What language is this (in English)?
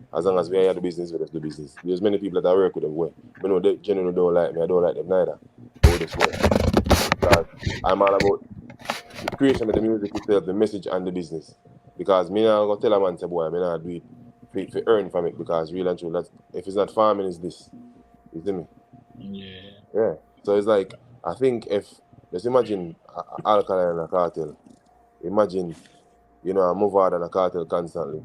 Jamaican Creole English